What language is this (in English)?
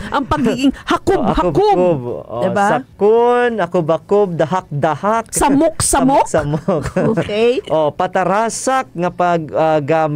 Hiligaynon